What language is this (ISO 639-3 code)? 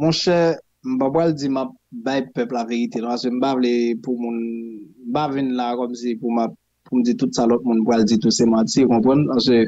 hat